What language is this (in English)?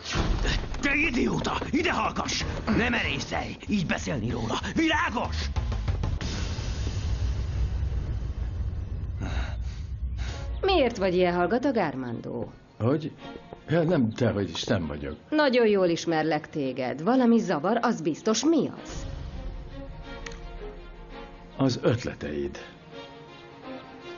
Hungarian